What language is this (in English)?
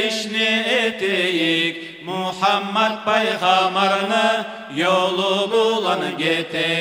Kumyk